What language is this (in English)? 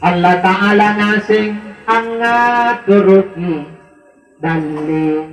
Makasar